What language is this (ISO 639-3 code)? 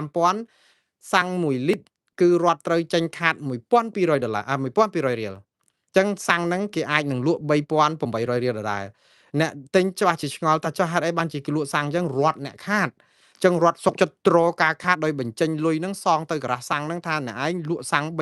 khm